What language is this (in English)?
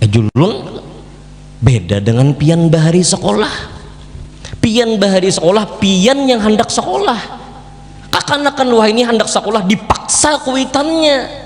Banjar